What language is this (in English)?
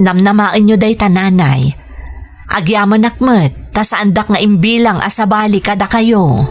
Iloko